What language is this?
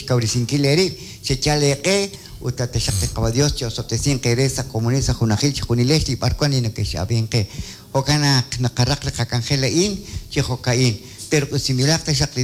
Kekchí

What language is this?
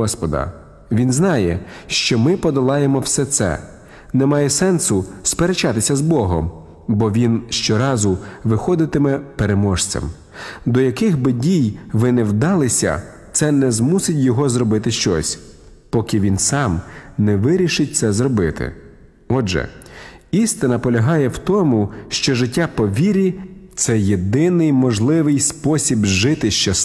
Ukrainian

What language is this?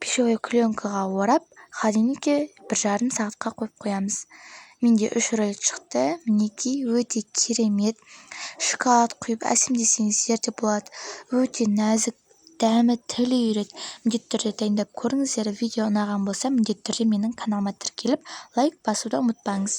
Kazakh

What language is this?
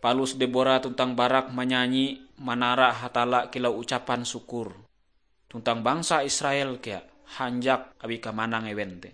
Ngaju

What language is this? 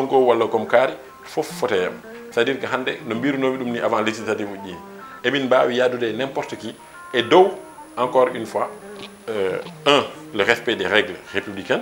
Fula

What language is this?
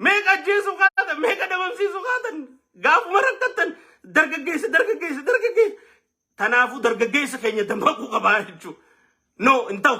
Oromo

